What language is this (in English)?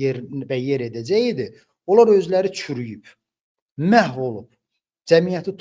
Azerbaijani